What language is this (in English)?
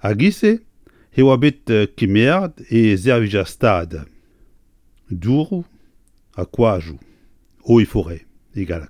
Breton